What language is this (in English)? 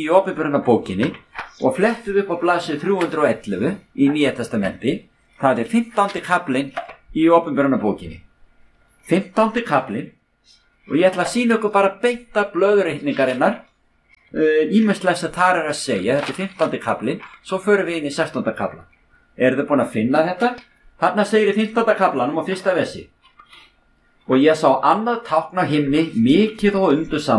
Icelandic